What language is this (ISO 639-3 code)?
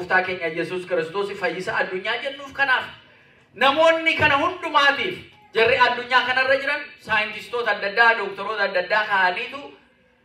orm